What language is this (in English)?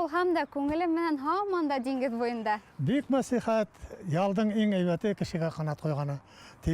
Bashkir